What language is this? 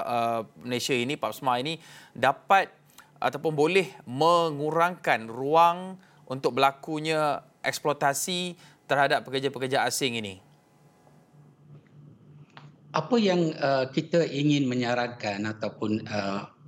Malay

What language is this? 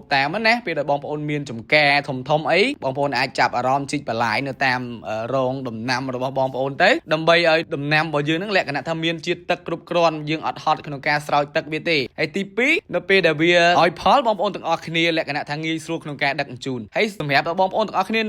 Khmer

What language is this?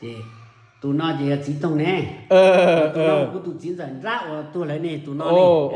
Hmong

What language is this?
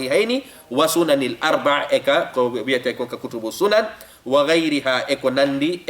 Fula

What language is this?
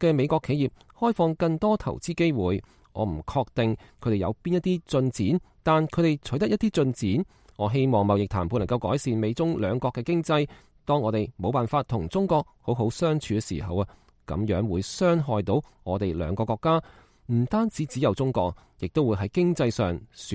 Cantonese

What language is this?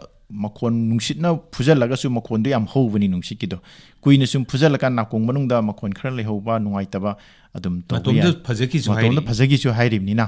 Manipuri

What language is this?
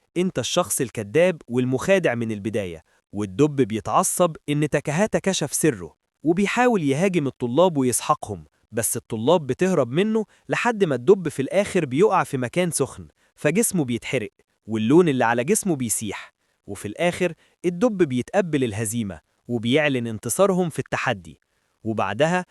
Egyptian Arabic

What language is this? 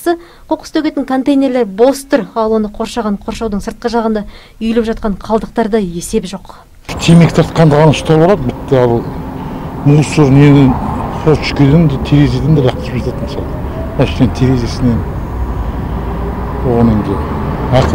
Kazakh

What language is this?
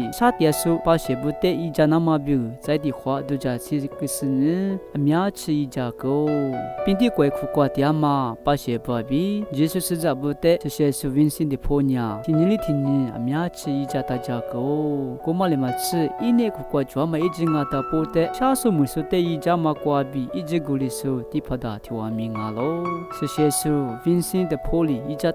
Lisu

